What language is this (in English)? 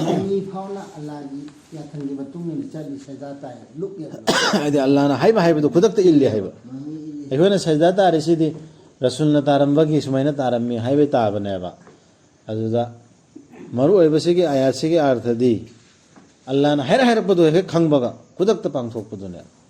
Manipuri